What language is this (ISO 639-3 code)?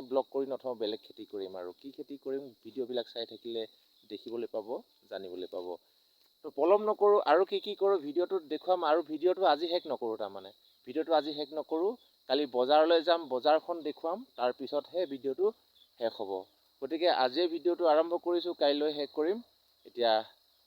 asm